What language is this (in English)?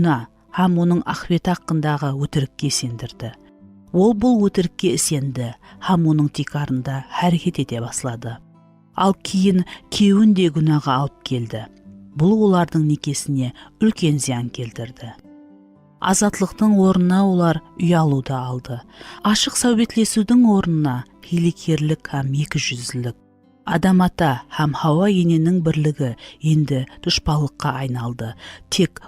Kara-Kalpak